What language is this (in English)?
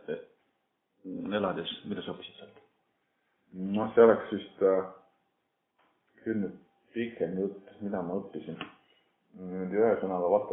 Estonian